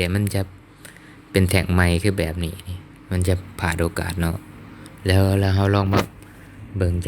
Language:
Lao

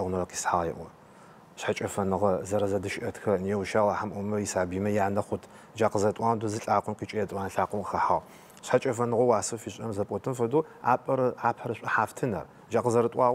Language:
Adyghe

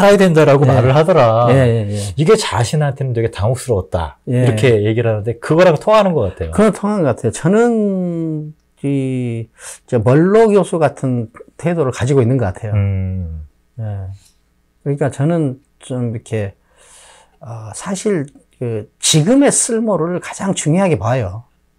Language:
Korean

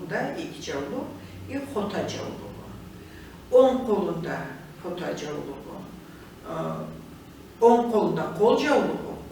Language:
Karachay-Balkar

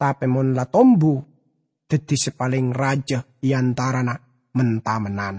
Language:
Madurese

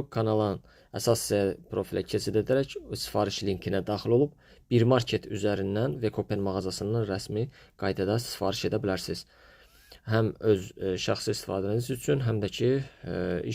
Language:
Azerbaijani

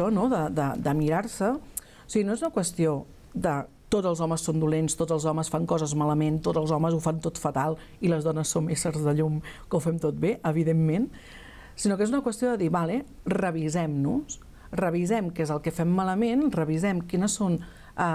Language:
Catalan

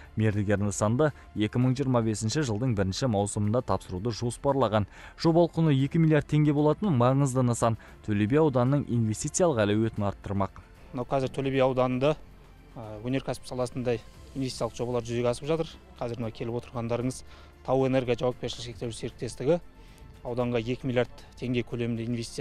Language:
Kazakh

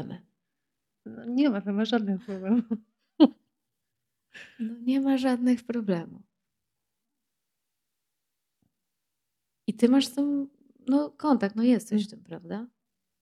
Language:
Polish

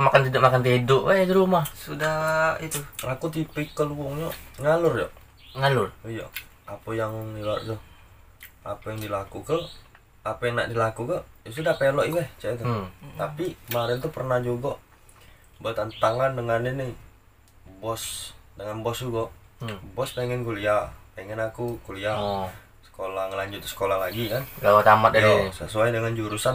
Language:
Musi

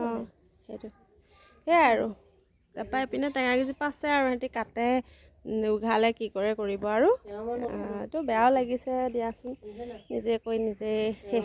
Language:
Assamese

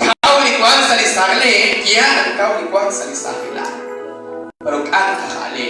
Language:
Kekchí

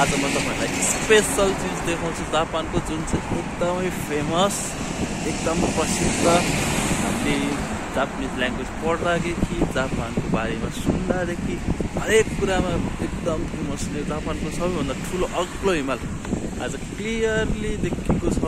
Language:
Nepali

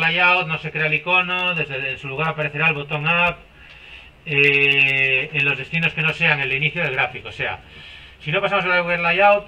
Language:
Spanish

